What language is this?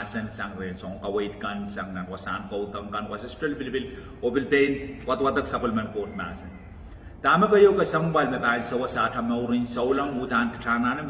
Pohnpeian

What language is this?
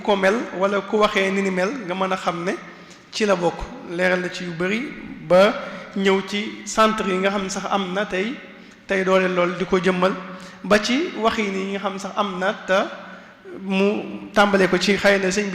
Wolof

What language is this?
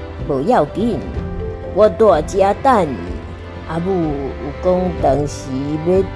Min Nan Chinese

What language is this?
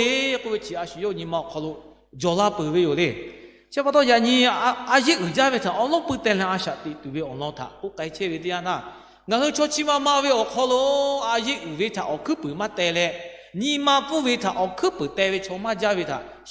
Lahu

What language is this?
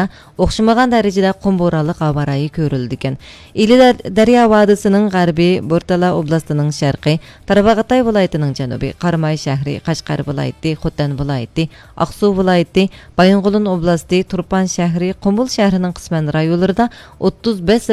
Uyghur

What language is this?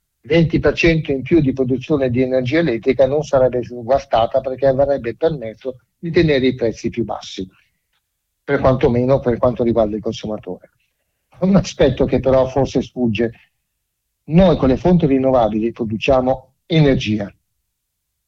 Italian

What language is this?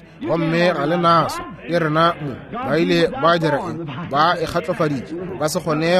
Northern Sotho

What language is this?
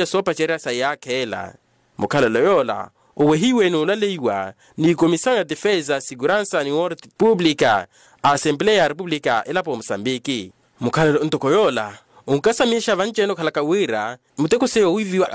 Makhuwa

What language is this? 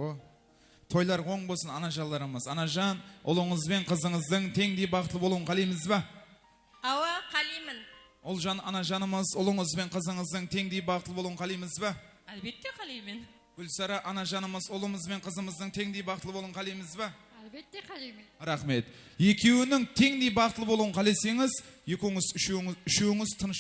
Kara-Kalpak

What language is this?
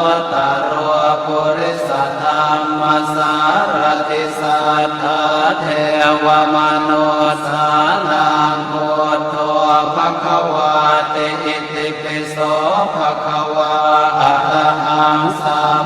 Pali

